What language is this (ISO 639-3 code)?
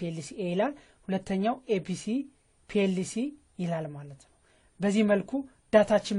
amh